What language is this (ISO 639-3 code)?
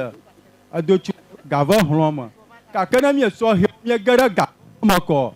ewe